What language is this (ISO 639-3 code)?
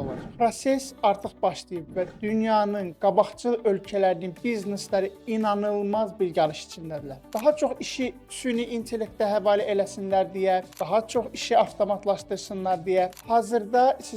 aze